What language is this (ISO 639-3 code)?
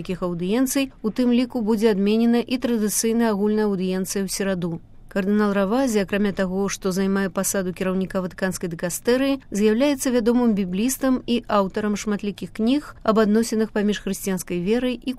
bel